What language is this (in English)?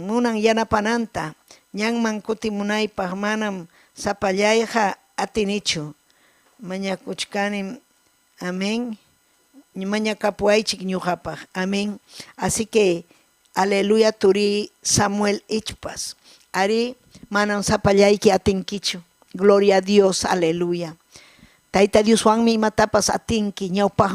Ayacucho Quechua